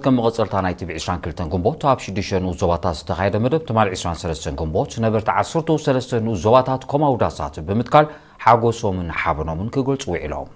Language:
Tigrinya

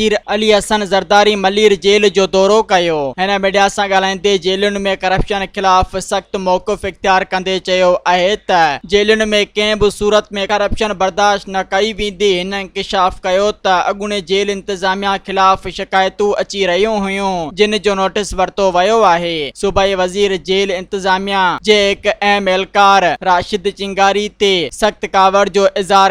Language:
Sindhi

